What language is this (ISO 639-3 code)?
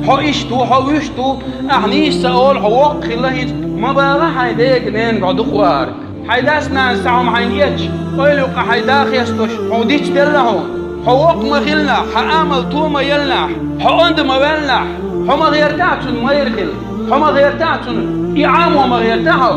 che